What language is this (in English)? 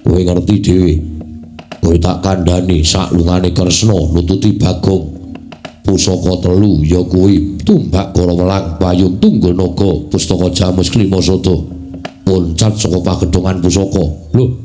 Javanese